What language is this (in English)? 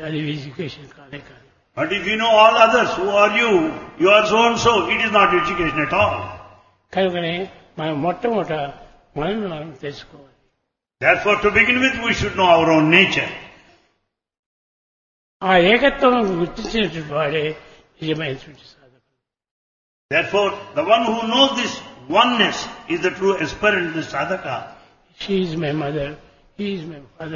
Telugu